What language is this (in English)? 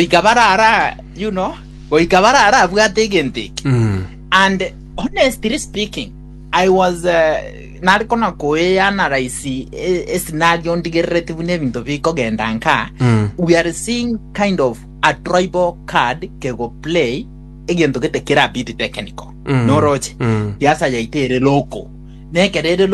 Gusii